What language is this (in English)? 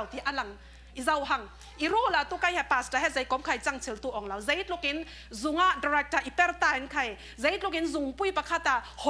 Falam Chin